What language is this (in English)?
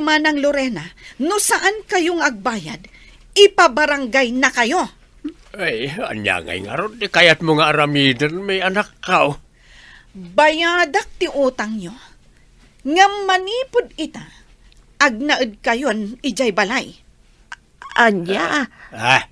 Iloko